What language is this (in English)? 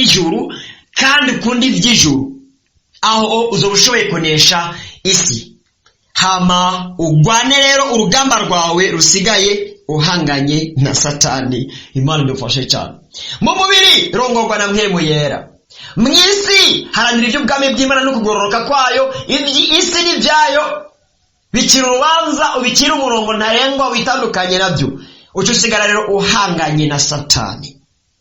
Rundi